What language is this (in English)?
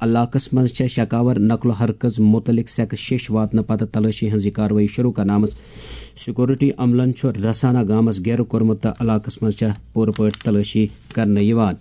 Kashmiri